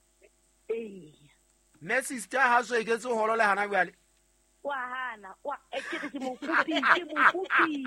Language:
Southern Sotho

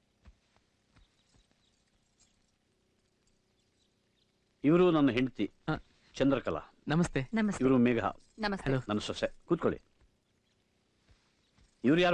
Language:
Kannada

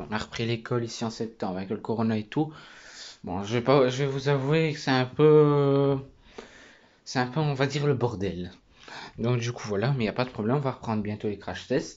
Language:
French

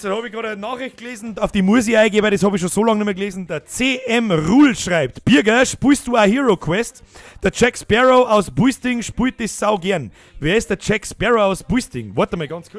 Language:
Bavarian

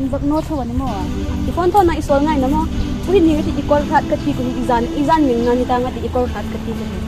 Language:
Hmar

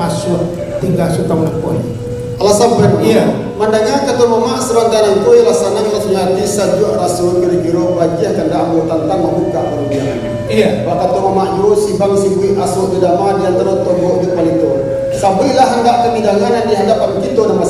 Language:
Minangkabau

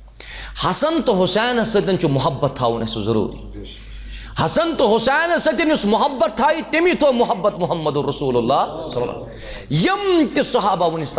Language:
Kashmiri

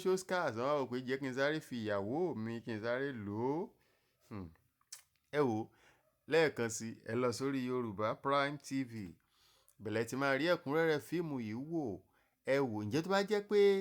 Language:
Yoruba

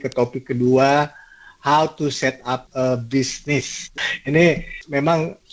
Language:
Indonesian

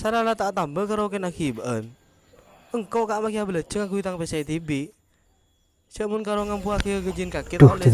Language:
Madurese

